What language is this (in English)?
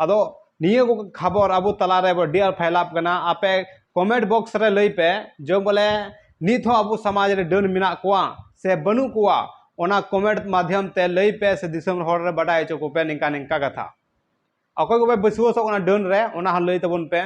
Santali